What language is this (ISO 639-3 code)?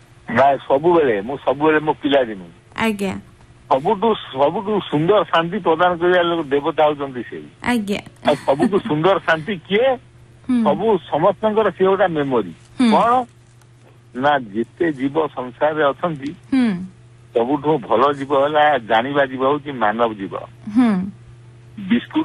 ori